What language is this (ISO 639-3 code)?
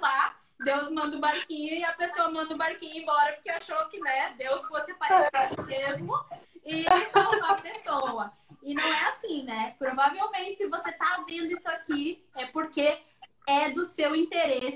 por